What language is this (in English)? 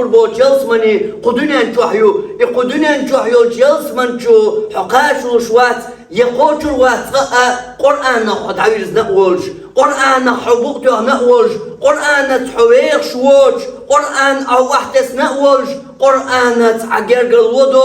Chechen